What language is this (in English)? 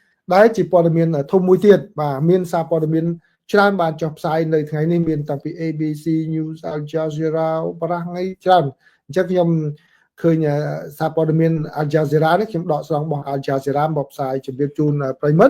Khmer